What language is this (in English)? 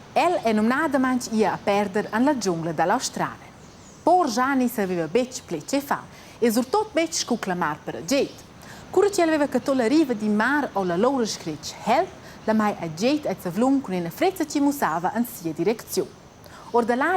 Romansh